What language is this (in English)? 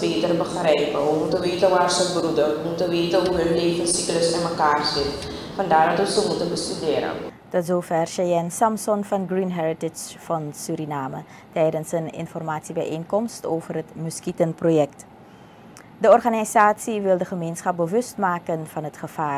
Dutch